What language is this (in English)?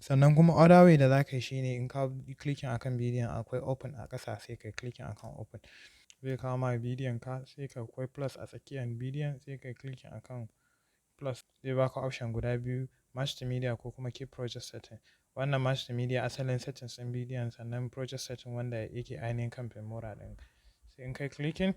Hausa